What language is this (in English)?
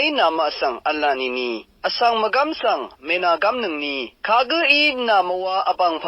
Rawang